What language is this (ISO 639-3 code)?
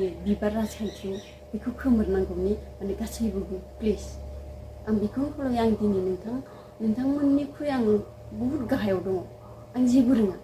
brx